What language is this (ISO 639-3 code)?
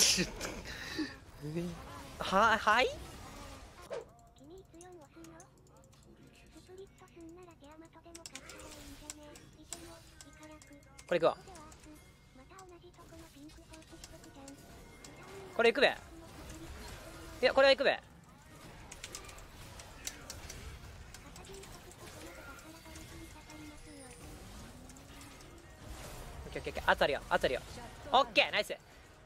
jpn